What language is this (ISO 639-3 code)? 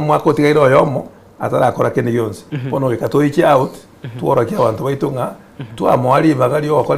guz